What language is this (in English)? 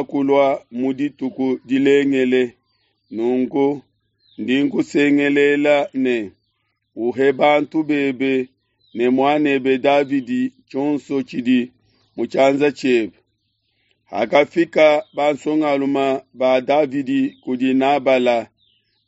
Luba-Lulua